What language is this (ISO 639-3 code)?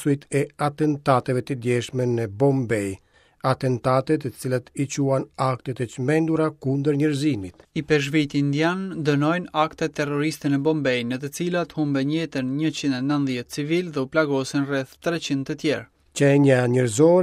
sqi